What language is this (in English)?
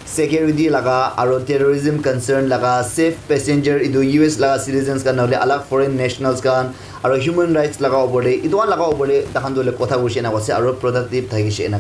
Naga Pidgin